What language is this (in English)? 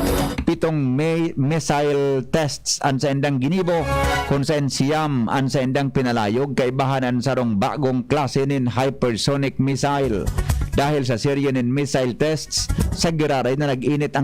Bikol